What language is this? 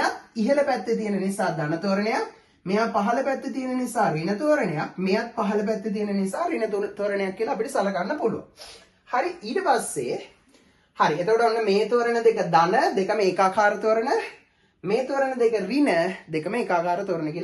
Sinhala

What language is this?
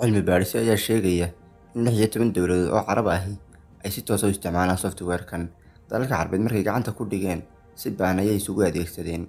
Somali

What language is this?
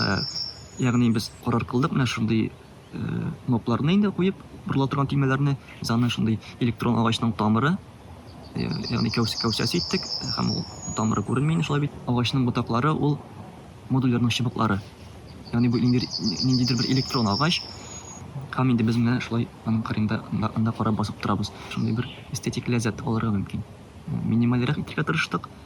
Tatar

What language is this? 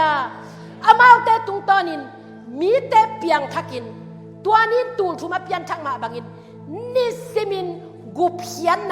Tedim Chin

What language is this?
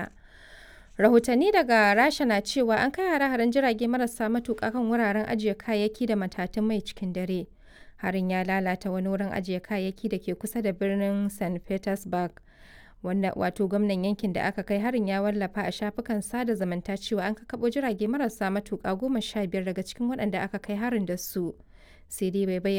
Hausa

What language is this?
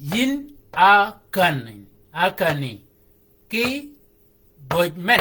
Shilluk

